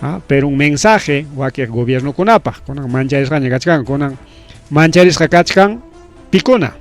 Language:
Ayacucho Quechua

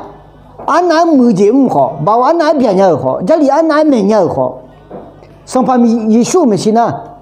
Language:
Akha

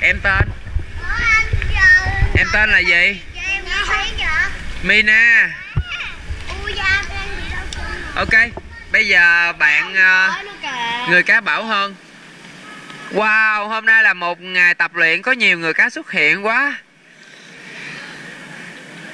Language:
Vietnamese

